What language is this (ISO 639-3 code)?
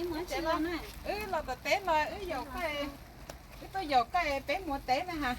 hmn